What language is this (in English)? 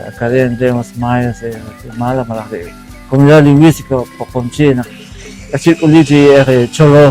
Poqomchi'